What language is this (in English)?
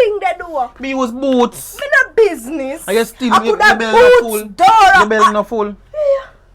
Jamaican Creole English